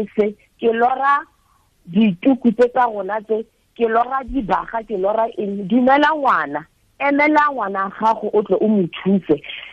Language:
Tswana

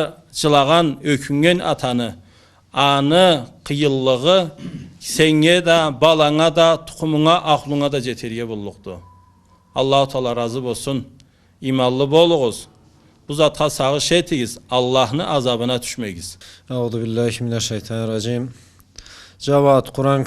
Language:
Karachay-Balkar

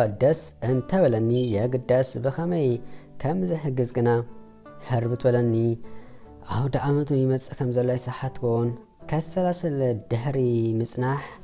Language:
Tigrinya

